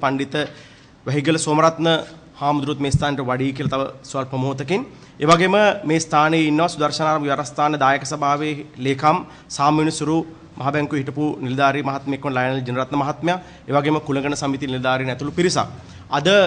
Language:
Sinhala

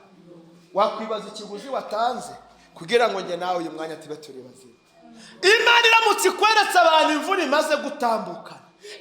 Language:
Kinyarwanda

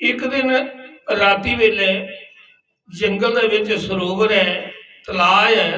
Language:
Dogri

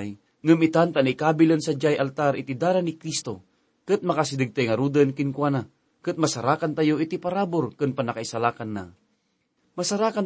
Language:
Iloko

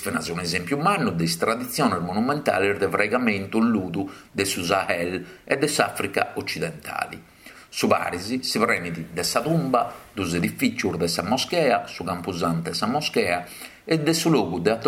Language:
Sardinian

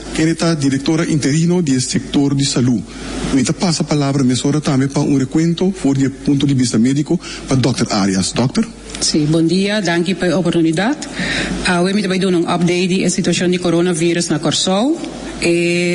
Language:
Papiamento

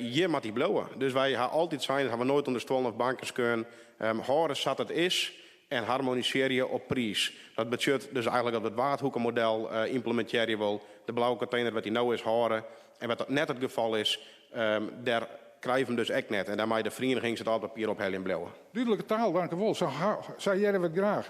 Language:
Western Frisian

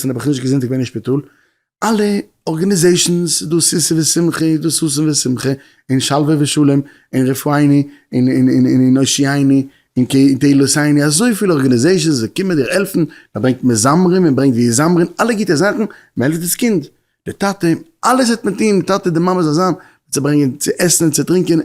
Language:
Yiddish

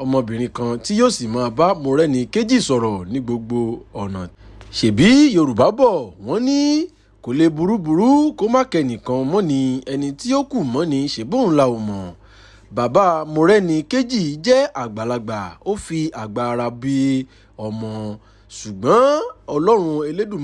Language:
Yoruba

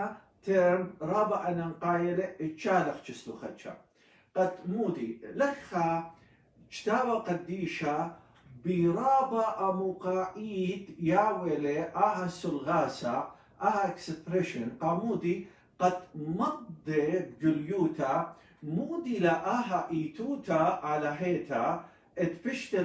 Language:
Assyrian Neo-Aramaic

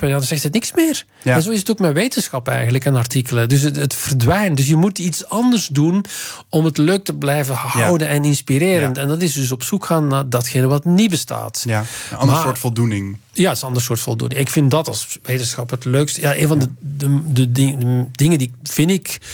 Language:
Dutch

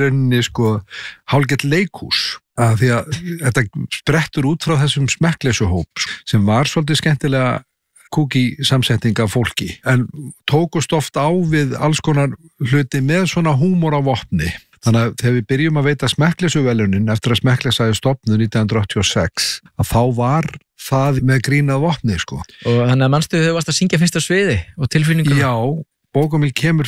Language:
Icelandic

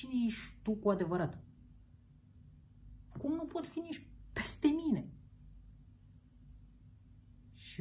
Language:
Romanian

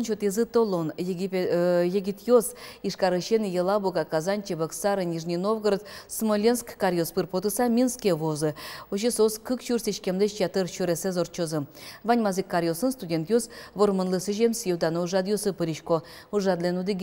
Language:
Udmurt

